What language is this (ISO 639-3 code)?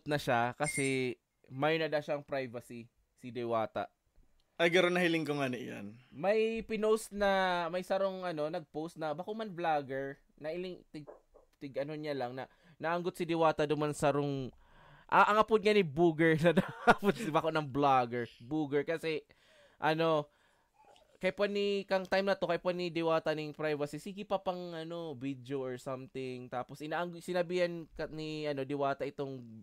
bik